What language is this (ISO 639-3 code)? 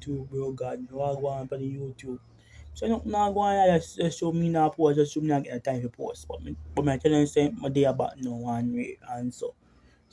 jam